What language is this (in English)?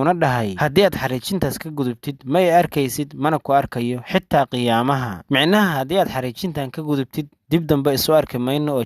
Somali